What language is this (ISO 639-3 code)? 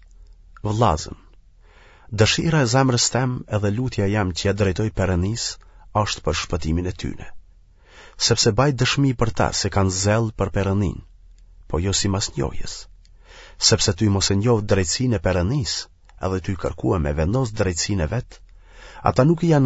sqi